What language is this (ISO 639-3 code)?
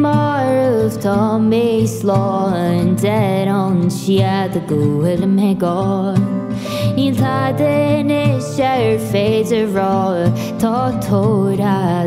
gle